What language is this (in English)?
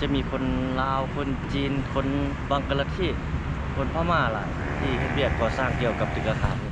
Lao